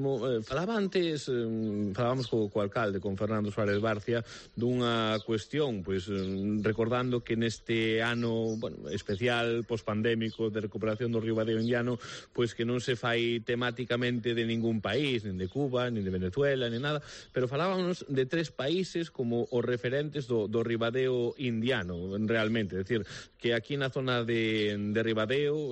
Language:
Galician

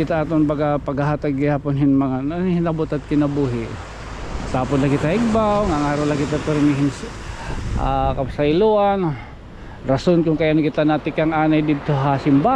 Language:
Waray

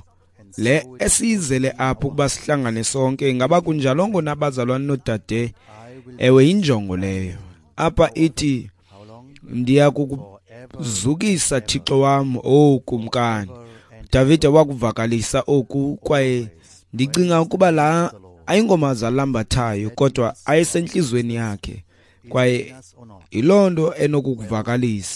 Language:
Xhosa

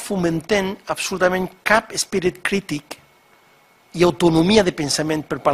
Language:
Catalan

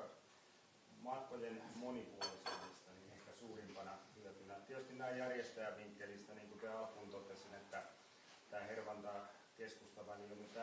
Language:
Finnish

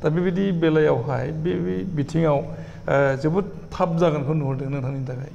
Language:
Bodo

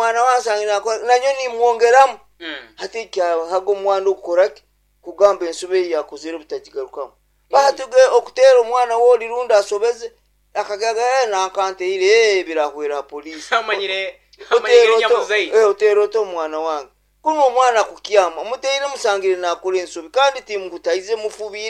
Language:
Nyoro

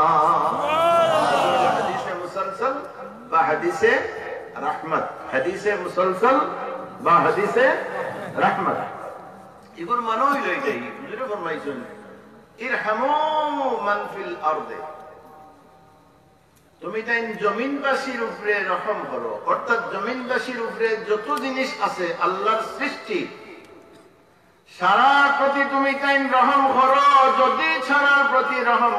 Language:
Bangla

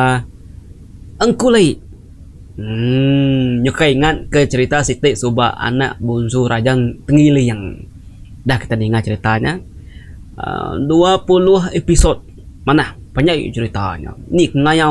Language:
Iban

